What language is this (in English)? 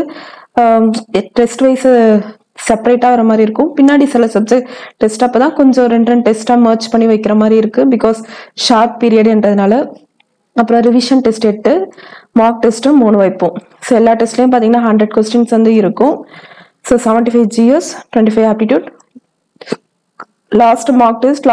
Tamil